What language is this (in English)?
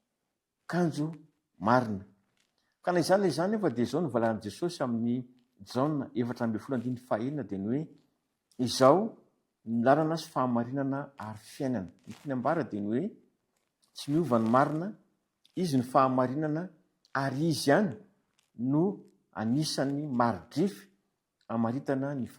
Malagasy